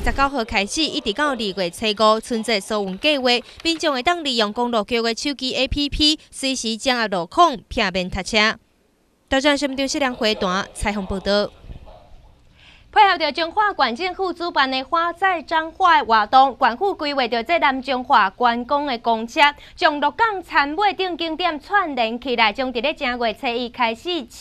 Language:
Min Nan Chinese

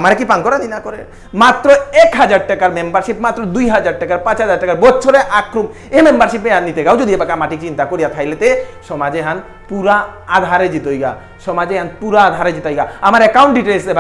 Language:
Bishnupriya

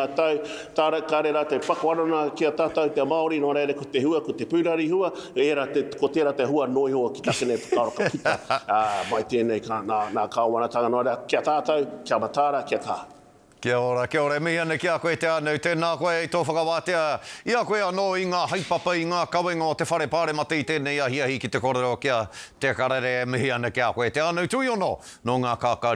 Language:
Māori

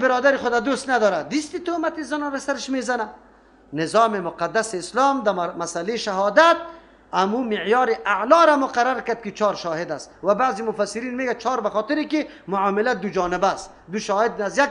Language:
Persian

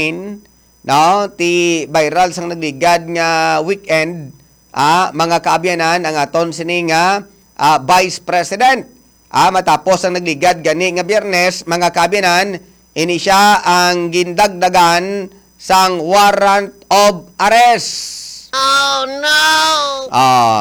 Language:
Hiligaynon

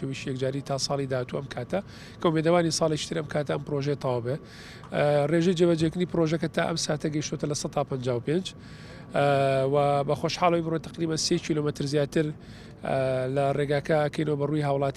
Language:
Central Kurdish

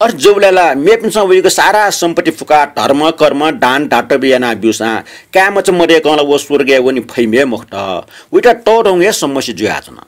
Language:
Newari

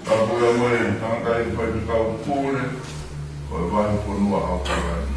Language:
Tongan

